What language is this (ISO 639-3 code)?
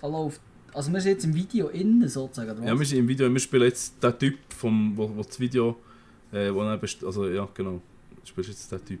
gsw